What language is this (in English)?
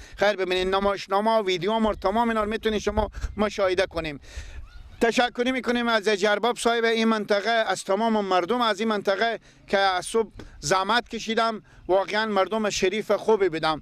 Persian